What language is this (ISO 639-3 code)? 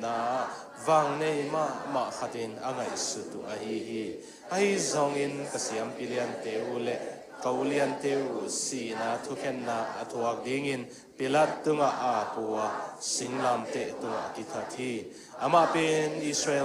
ctd